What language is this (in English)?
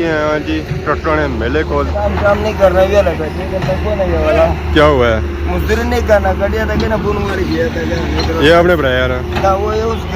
Pahari-Potwari